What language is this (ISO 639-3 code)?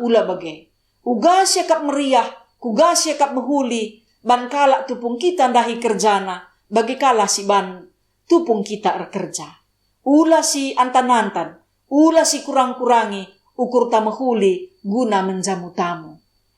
btx